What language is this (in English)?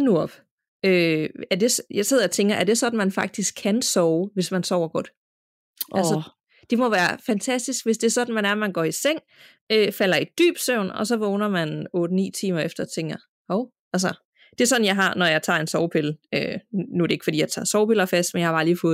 Danish